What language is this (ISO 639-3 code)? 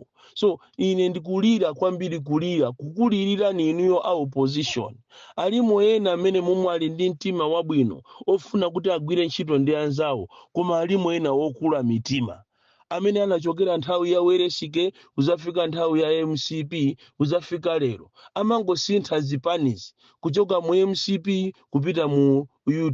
nya